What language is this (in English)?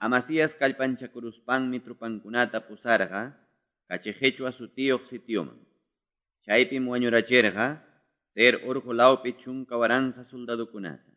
Quechua